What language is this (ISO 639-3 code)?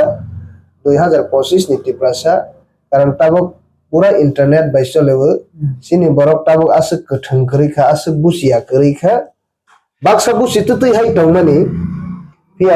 trp